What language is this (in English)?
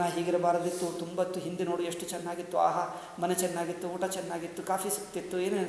Kannada